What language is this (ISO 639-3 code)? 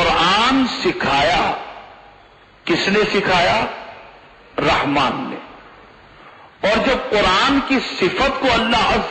urd